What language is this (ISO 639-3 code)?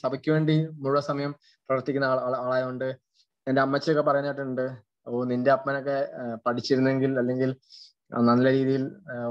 mal